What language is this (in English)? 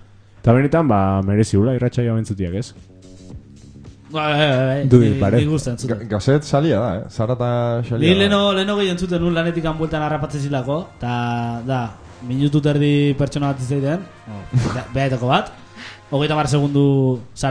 Basque